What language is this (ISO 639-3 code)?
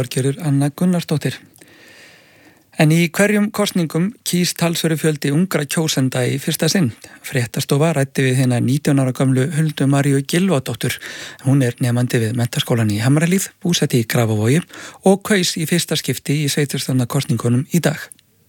isl